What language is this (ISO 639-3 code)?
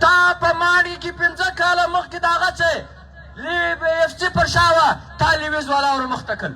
pus